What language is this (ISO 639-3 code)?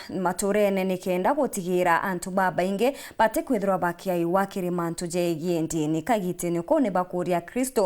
mer